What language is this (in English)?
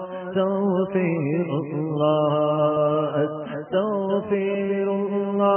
Urdu